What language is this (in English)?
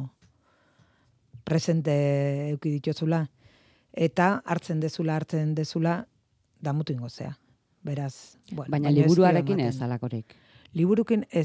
Basque